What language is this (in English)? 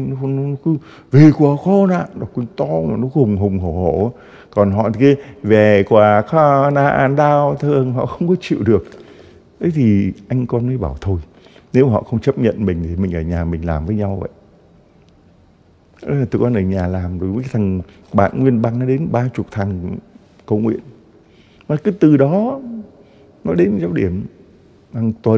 Vietnamese